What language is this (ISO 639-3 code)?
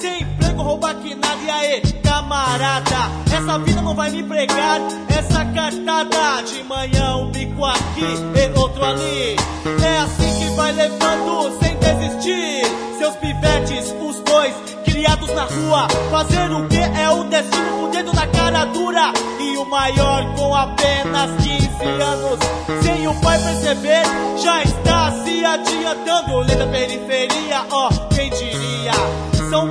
por